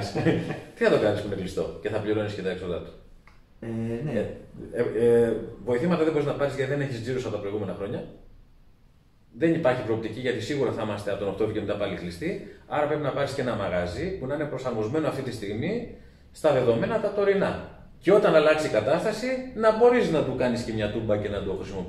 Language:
Greek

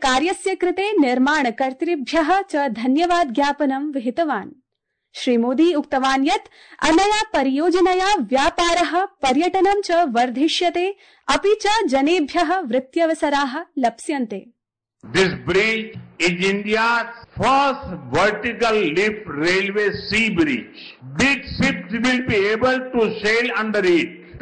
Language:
Sanskrit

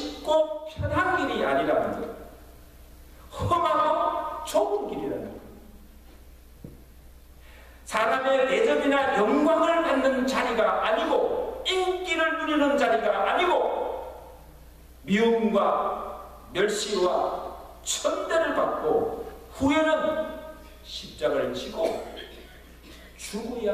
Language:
Korean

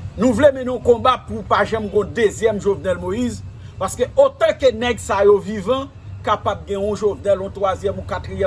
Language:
Haitian Creole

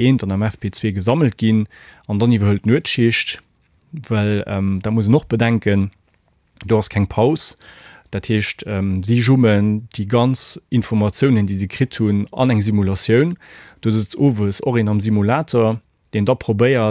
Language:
Luxembourgish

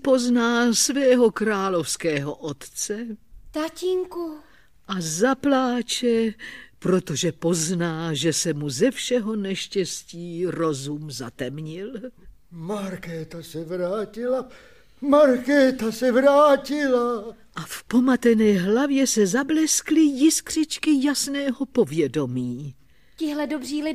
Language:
Czech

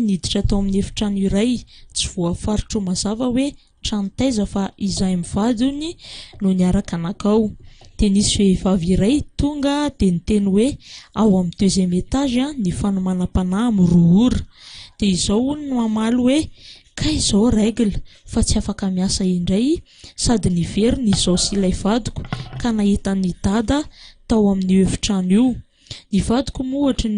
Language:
Malagasy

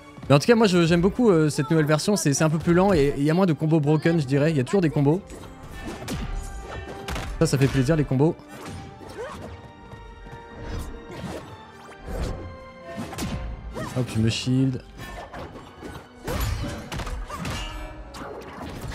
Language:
French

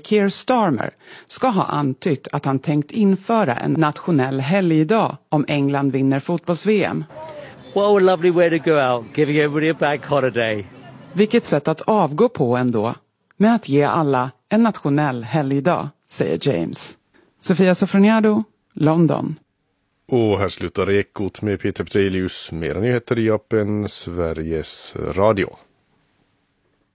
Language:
Swedish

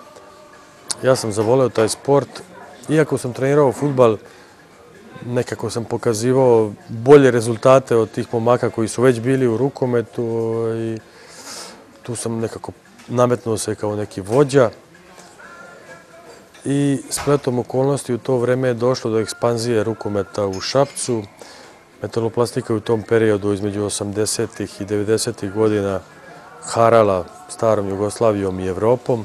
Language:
Serbian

